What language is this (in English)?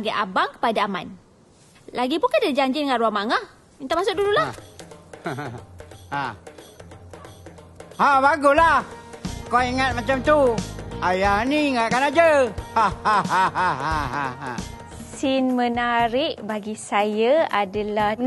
Malay